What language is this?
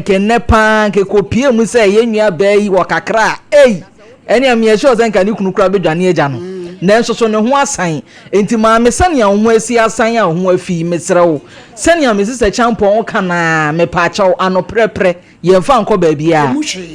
Akan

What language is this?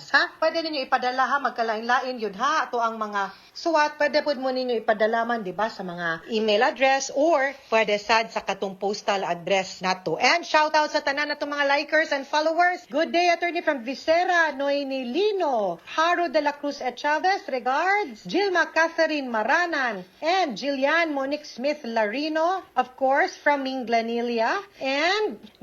Cebuano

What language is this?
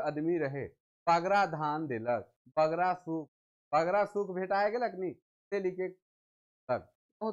Sadri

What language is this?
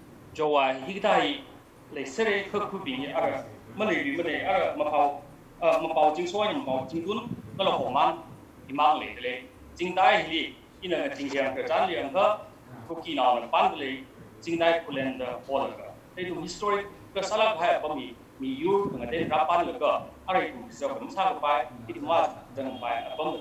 Tangkhul Naga (India)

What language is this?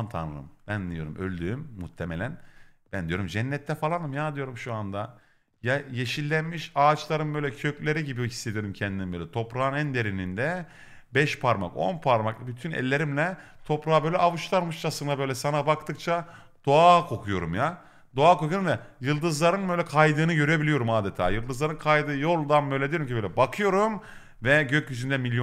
Turkish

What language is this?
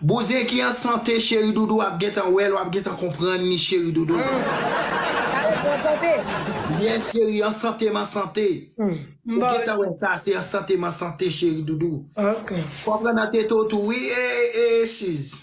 Haitian Creole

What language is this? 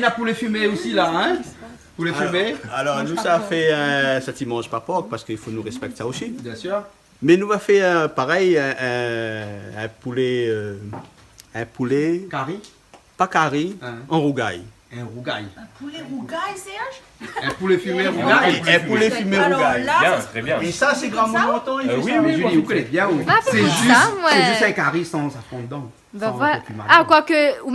Réunion Creole French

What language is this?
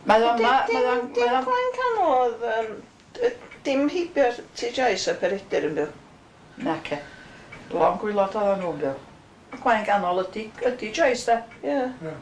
Welsh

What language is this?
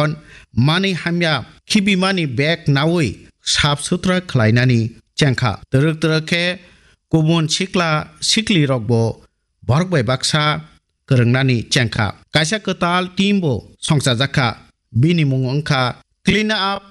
Kok Borok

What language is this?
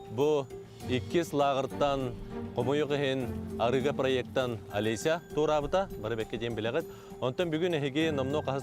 Yakut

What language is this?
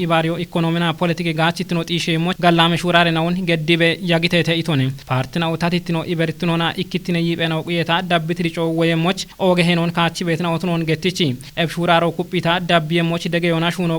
Kafa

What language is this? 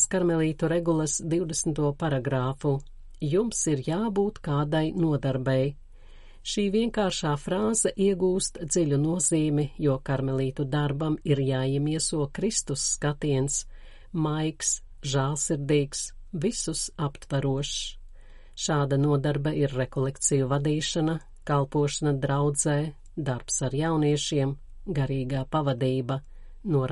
Latvian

